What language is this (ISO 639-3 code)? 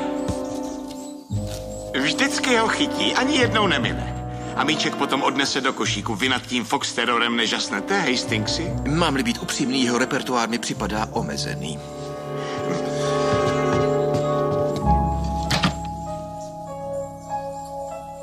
ces